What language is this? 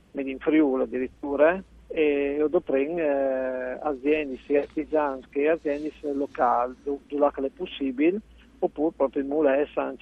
Friulian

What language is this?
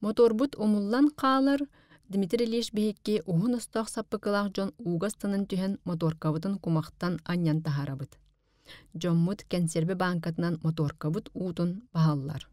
Yakut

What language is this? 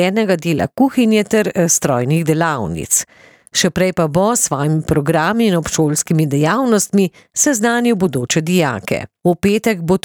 Slovenian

